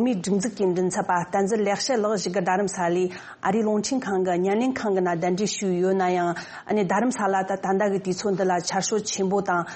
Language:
Tibetan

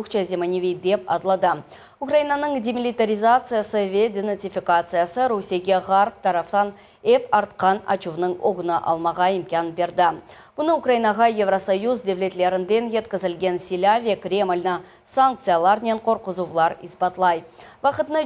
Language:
Crimean Tatar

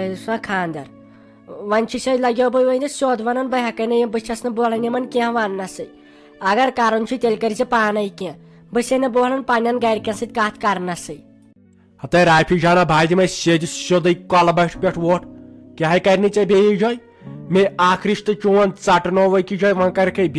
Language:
Kashmiri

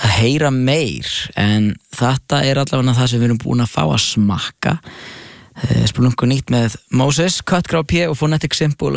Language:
Icelandic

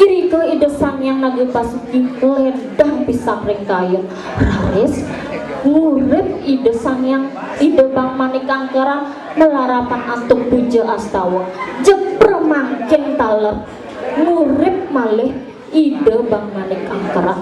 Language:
Balinese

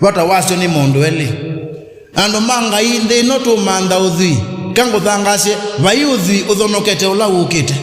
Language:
Kamba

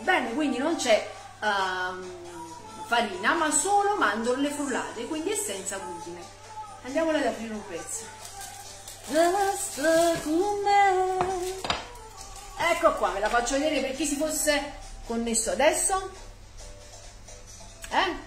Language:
Italian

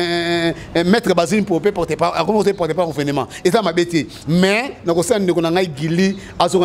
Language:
Lingala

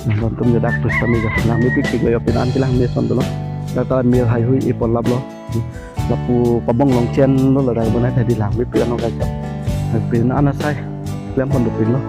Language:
Karbi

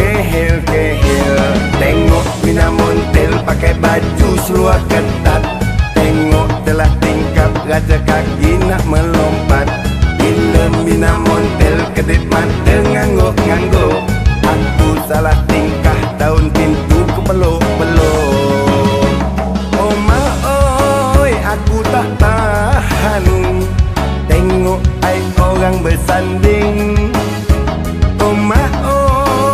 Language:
Malay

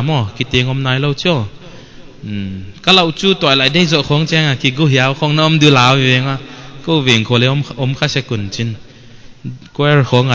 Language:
Paite Chin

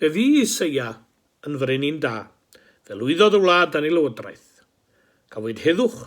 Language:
Welsh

